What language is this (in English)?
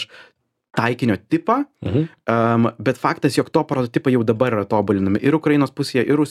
Lithuanian